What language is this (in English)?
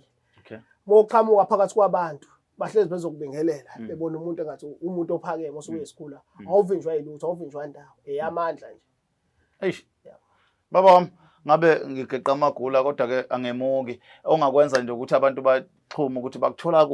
Zulu